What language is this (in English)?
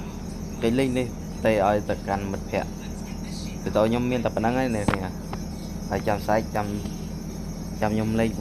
Khmer